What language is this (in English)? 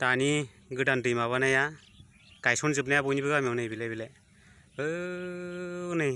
Bodo